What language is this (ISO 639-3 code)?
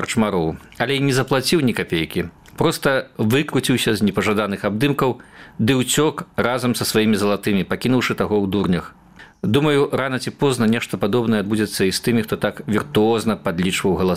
bel